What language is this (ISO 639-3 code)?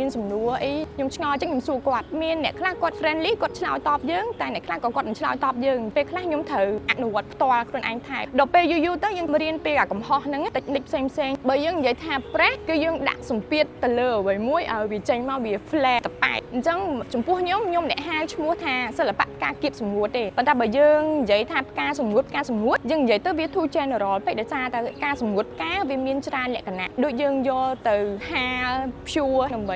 khm